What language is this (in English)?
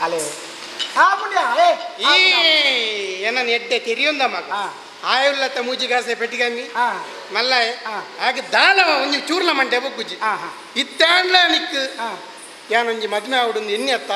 Tulu